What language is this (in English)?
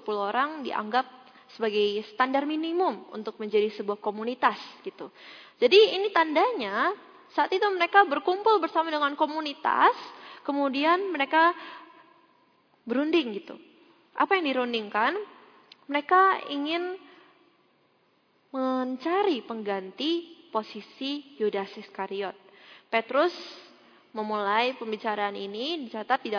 Indonesian